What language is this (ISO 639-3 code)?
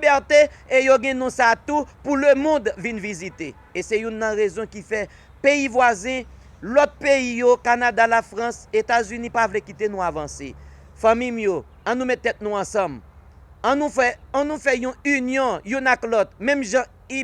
hat